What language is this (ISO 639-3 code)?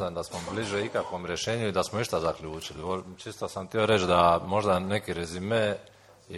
hrv